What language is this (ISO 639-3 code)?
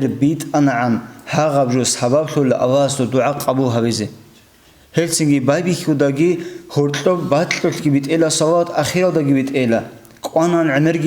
ava